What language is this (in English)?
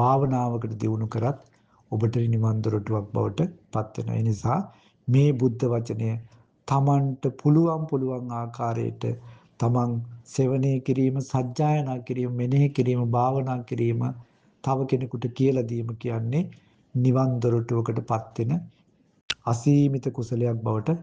Sinhala